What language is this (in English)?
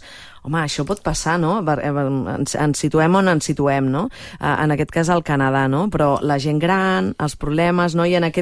Catalan